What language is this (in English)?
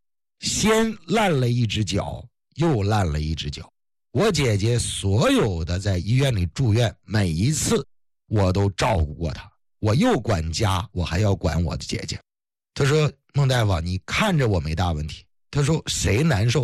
Chinese